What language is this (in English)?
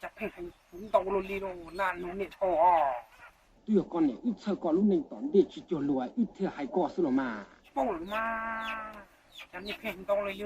Hmong